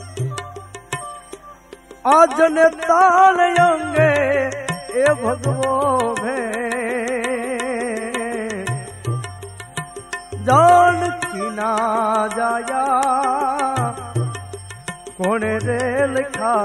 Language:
Gujarati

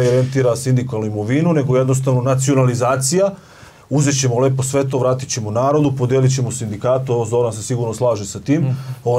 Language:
Serbian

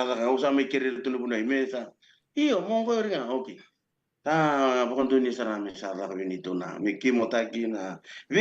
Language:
Fijian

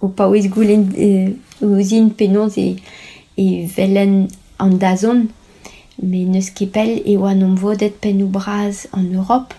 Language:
Breton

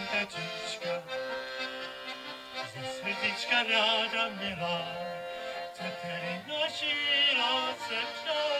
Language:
Czech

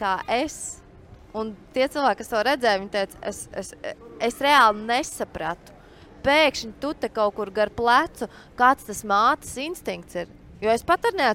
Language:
Latvian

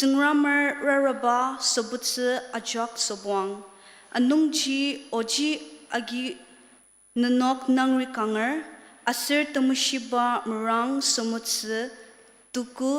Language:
Ao Naga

